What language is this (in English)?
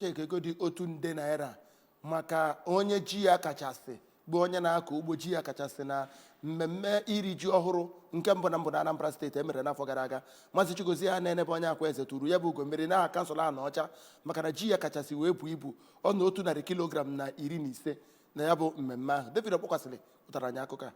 Igbo